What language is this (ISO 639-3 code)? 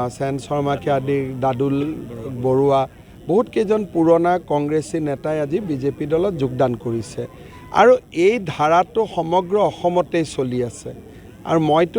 asm